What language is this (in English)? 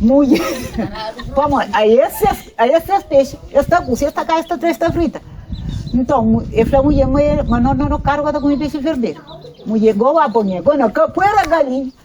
Kabuverdianu